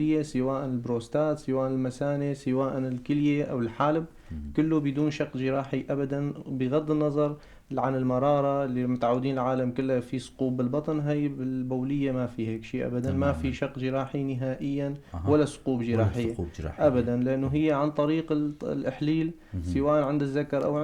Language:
North Levantine Arabic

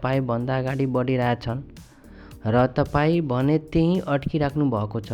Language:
Nepali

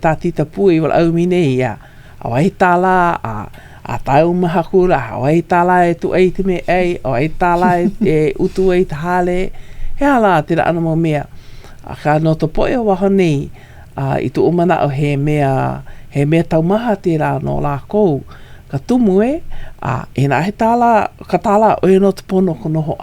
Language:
Hawaiian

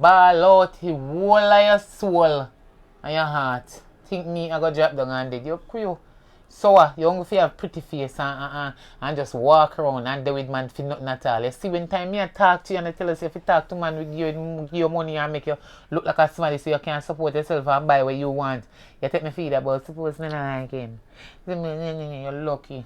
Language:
Jamaican Creole English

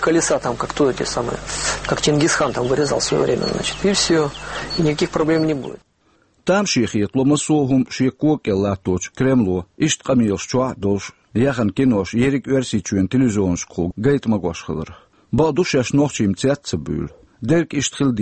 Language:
Chechen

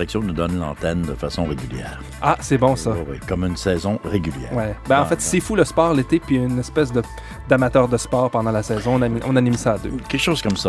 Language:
French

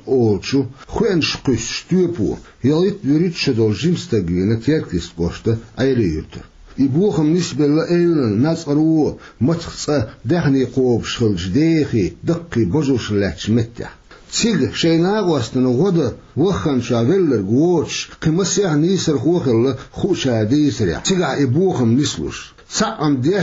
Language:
Chechen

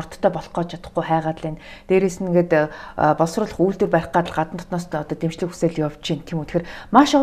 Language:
Mongolian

